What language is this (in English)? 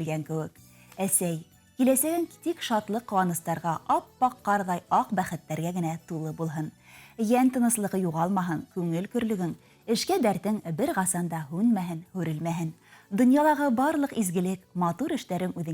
Bashkir